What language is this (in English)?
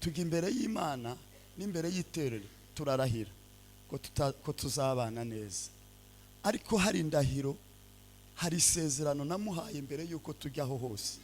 Kinyarwanda